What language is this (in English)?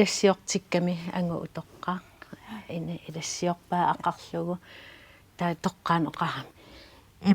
Kalaallisut